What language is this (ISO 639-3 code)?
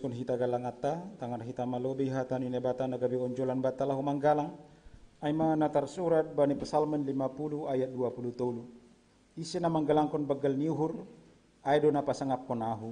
bts